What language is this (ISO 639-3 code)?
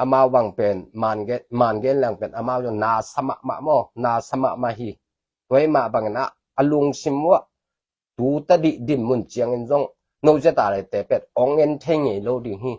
ctd